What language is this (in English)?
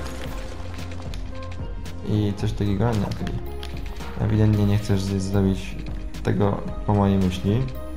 Polish